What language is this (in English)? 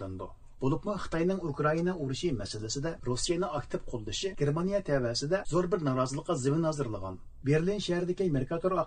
Uyghur